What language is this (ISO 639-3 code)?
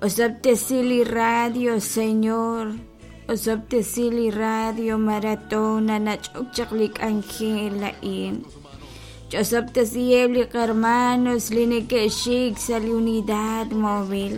kek